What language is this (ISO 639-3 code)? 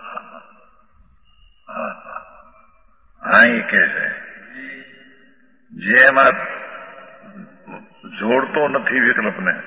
guj